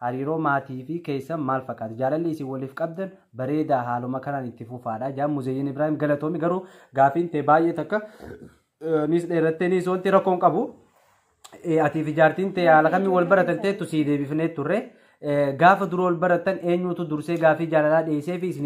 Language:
Oromo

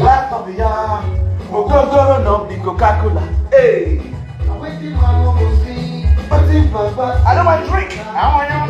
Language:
Nigerian Pidgin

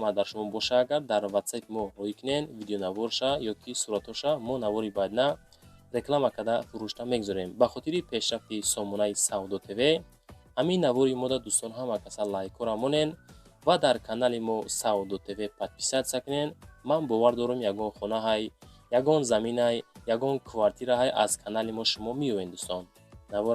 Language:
Tajik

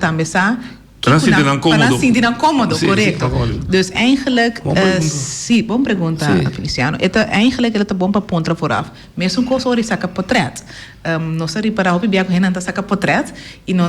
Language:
Papiamento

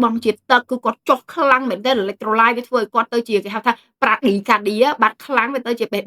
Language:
Khmer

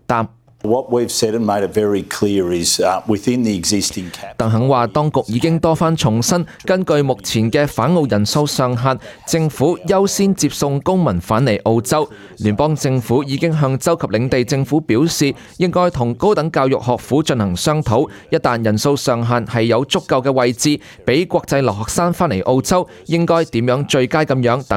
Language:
Cantonese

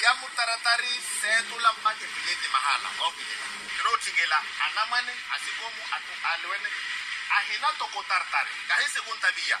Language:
Makhuwa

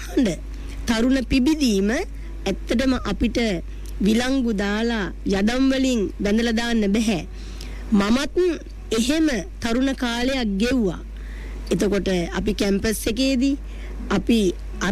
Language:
Sinhala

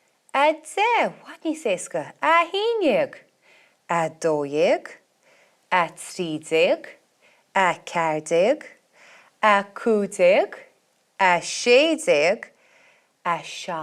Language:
Irish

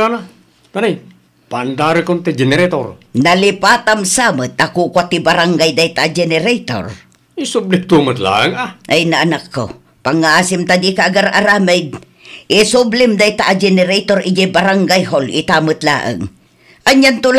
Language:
Iloko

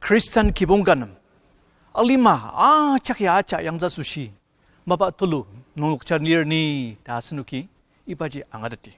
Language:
Ao Naga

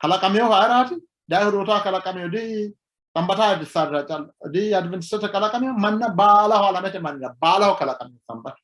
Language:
Sidamo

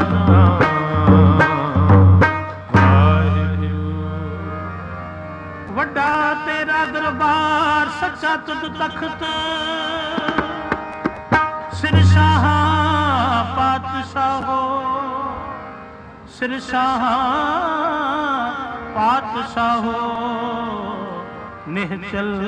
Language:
Punjabi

